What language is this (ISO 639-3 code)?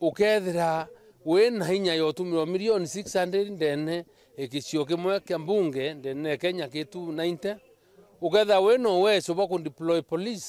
mer